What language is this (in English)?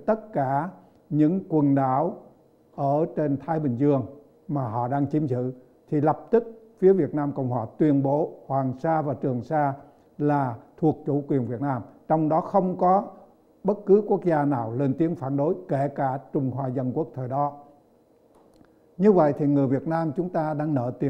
Vietnamese